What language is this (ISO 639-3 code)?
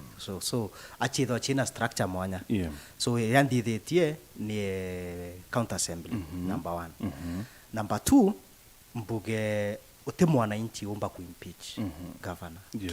mer